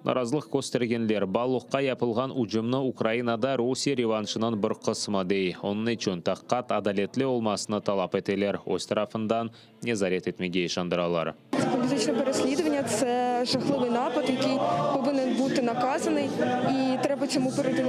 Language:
Crimean Tatar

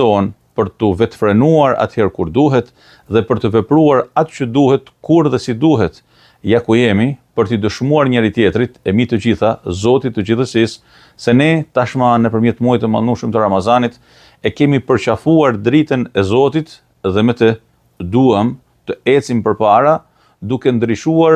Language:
Albanian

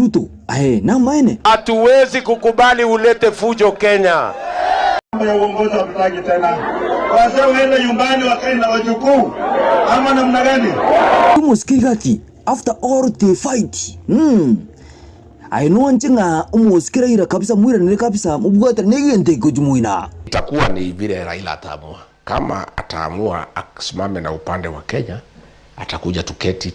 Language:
Gusii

